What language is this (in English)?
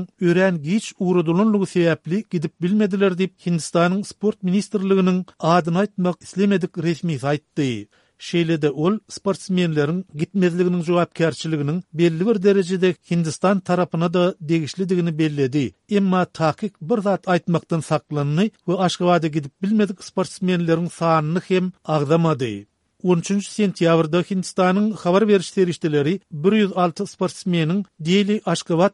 Turkmen